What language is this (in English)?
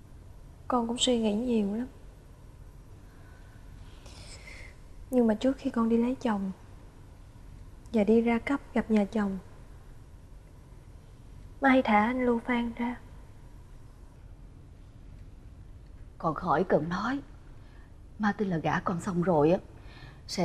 Vietnamese